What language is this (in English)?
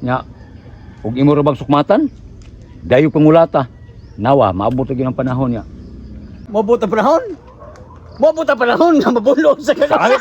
Cebuano